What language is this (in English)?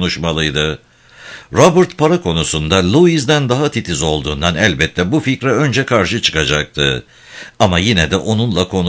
Turkish